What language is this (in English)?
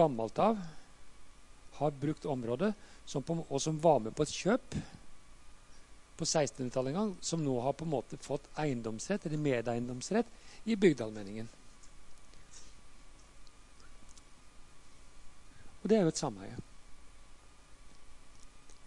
Norwegian